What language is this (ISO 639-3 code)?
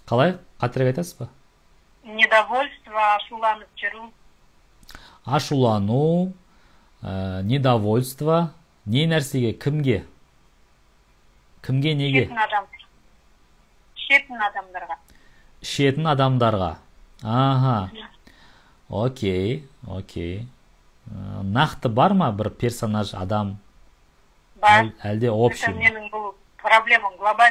kaz